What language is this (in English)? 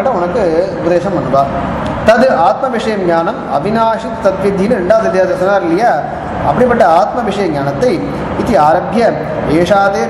Tamil